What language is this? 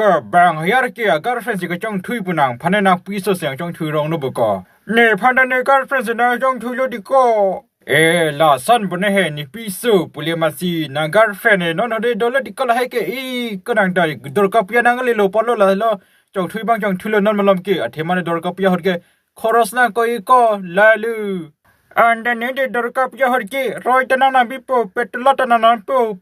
Karbi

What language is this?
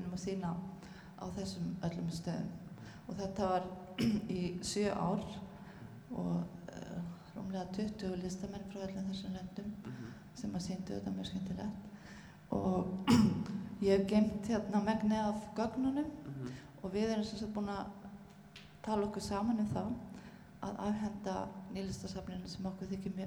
Icelandic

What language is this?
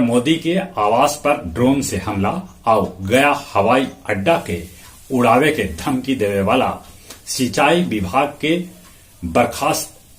Magahi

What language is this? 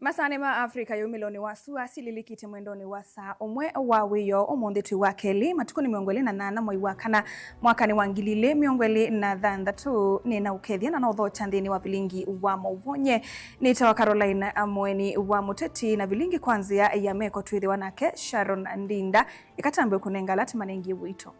Kamba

